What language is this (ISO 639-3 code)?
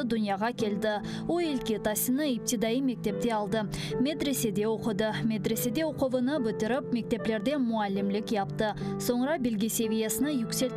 crh